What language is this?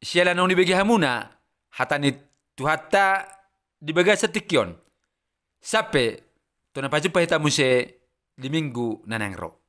Batak Toba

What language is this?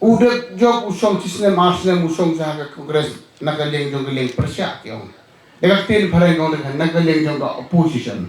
Khasi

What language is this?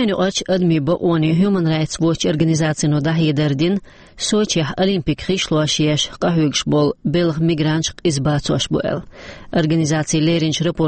Chechen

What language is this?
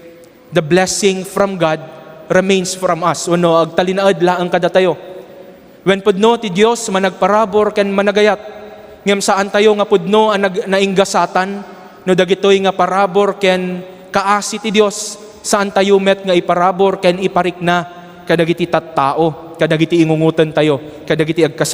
Iloko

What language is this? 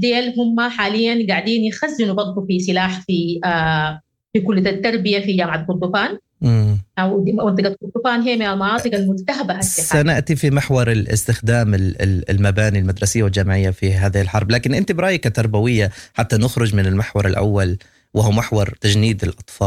Sudanese Arabic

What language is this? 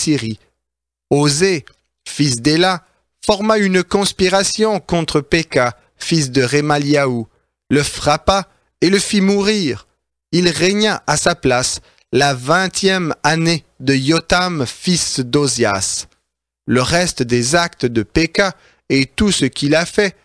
French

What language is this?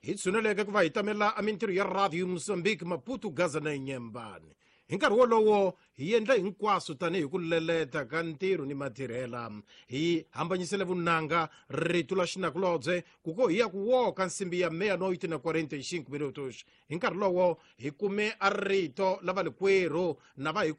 Tsonga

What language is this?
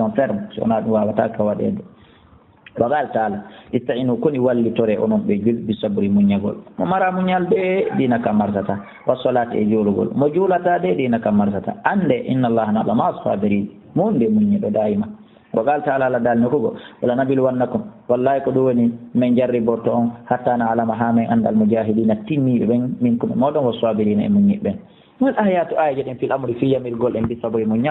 Fula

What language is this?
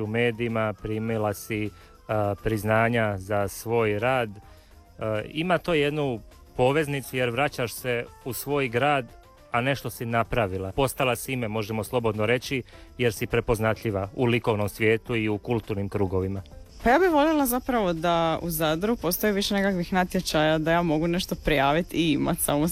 Croatian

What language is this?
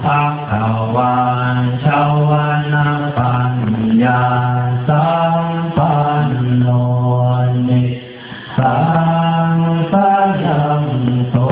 Pali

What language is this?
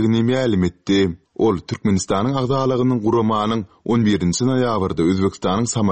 Turkmen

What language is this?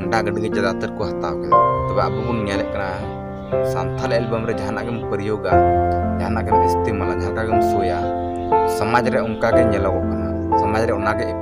Santali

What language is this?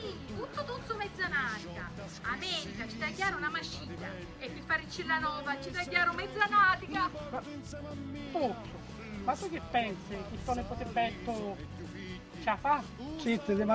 Sicilian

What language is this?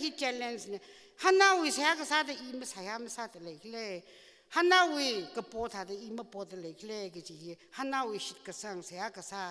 Tangkhul Naga (India)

